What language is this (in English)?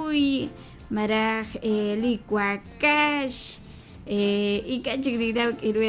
Kekchí